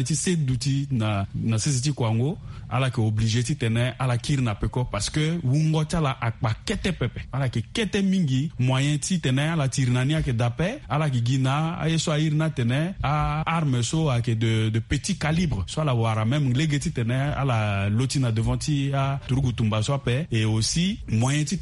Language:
Sango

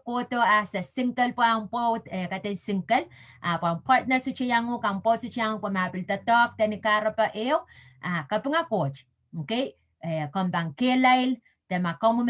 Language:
Pohnpeian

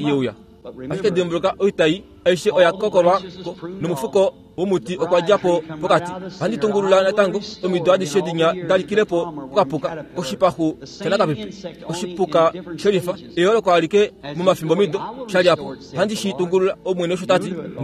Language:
Kuanyama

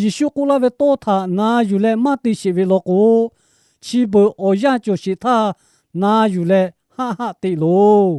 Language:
Lahu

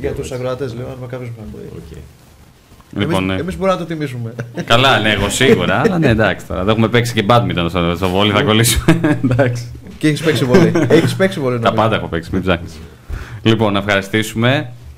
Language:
Greek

